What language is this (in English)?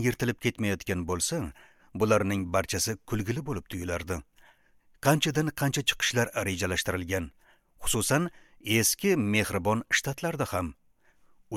Uzbek